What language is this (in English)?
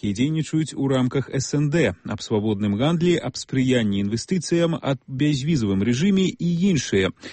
Belarusian